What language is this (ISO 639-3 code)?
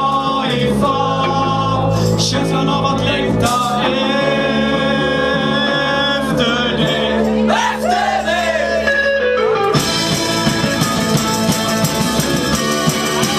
swe